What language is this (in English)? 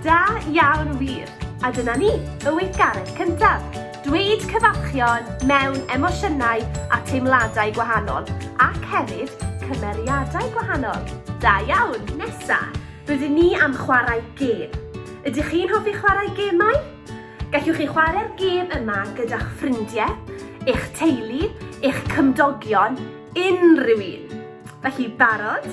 Welsh